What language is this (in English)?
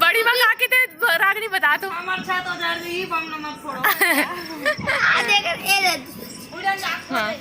Chhattisgarhi